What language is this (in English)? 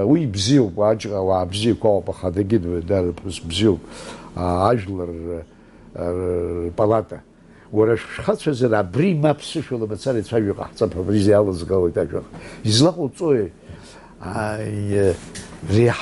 Abkhazian